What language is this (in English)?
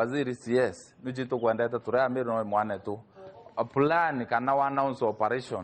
Meru